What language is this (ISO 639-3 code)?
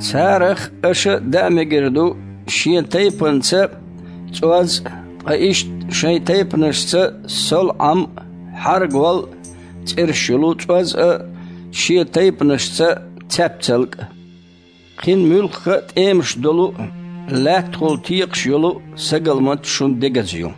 che